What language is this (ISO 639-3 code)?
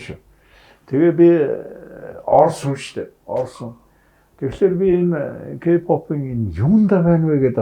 mon